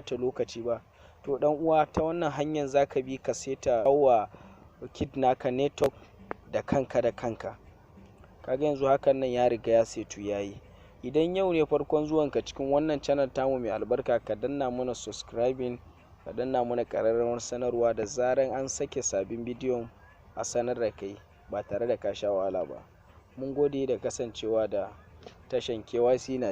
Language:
Hausa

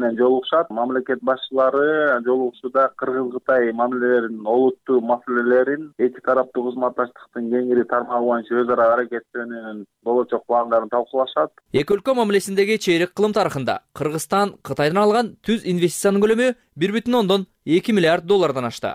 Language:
Kyrgyz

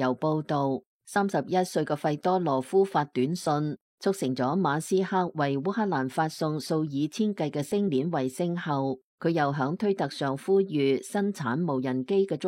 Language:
Cantonese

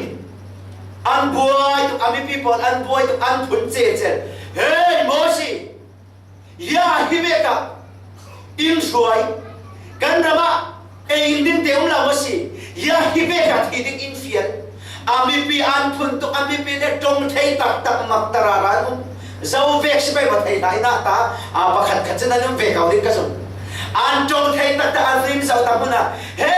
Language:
Falam Chin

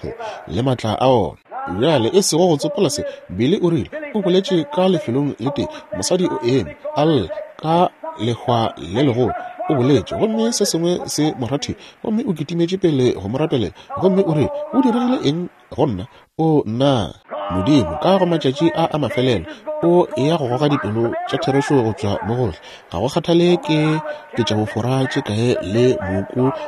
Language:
Northern Sotho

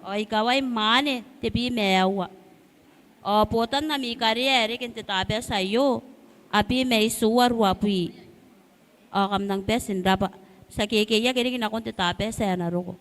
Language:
Gilbertese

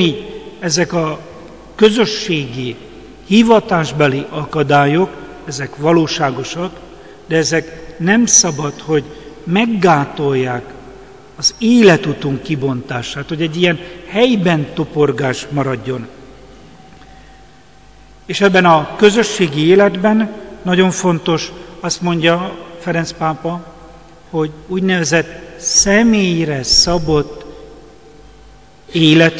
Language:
Hungarian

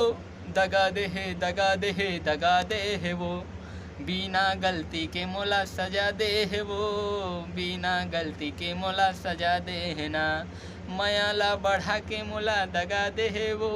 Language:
Chhattisgarhi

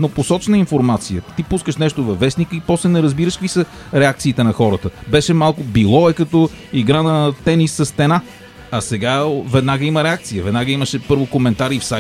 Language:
Bulgarian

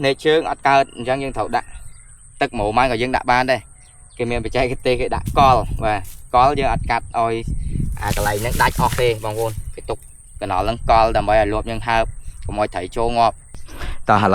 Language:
Khmer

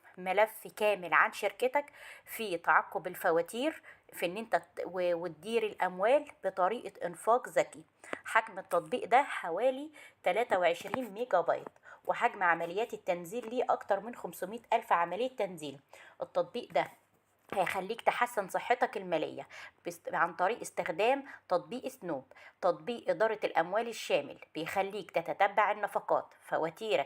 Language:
Egyptian Arabic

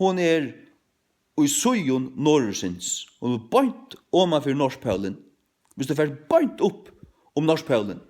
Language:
Faroese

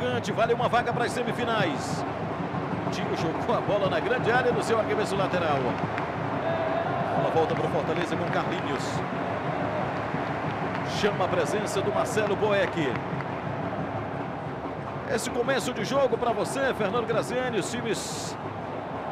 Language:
Portuguese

